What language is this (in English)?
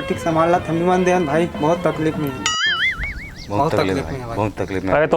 Chhattisgarhi